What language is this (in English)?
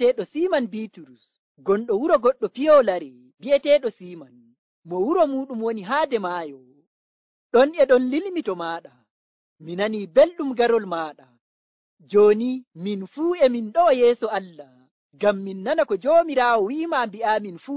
Nigerian Fulfulde